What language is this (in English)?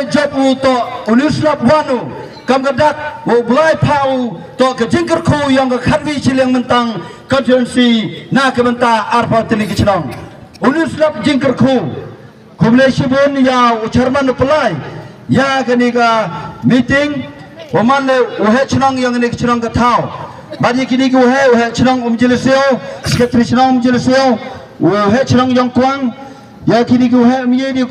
Khasi